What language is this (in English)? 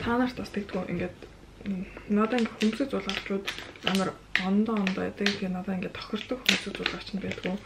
Mongolian